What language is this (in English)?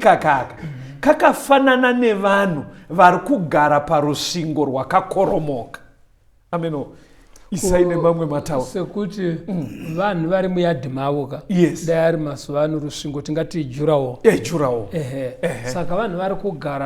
Shona